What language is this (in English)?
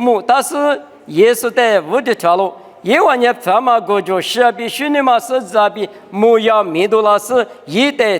Lisu